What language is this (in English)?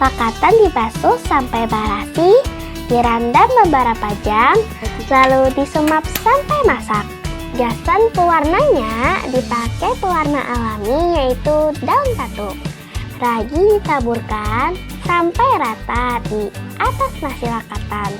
Banjar